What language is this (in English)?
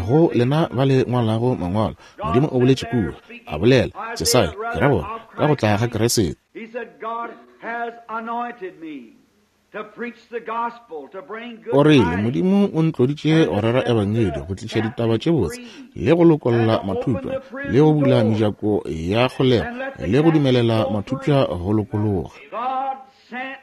Northern Sotho